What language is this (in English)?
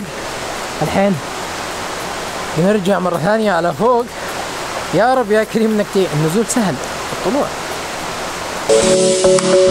Arabic